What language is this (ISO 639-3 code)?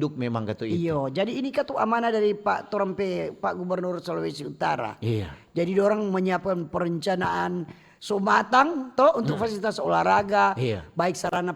xmm